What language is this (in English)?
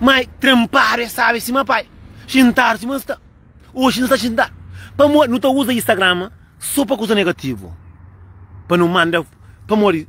Kabuverdianu